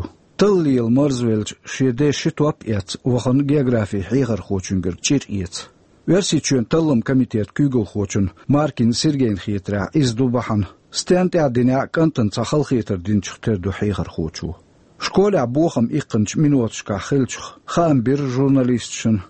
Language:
Chechen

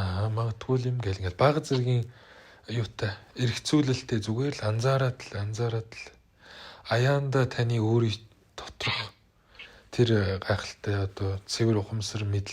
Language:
Mongolian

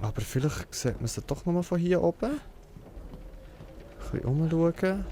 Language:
Swiss German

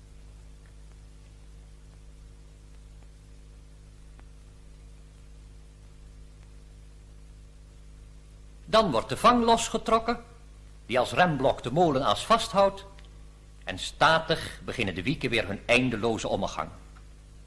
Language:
Dutch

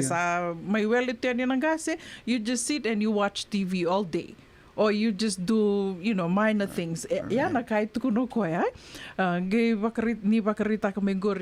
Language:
Fijian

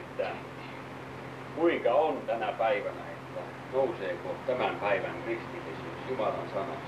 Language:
Finnish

